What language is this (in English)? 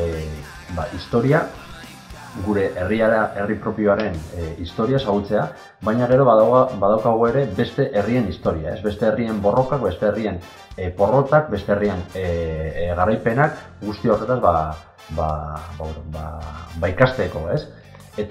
Basque